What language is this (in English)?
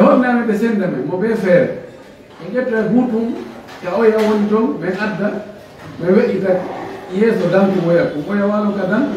Fula